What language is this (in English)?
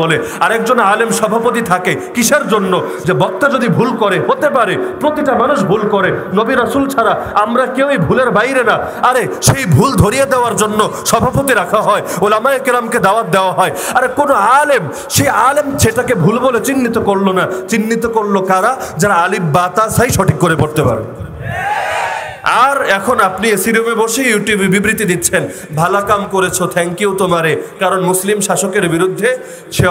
Bangla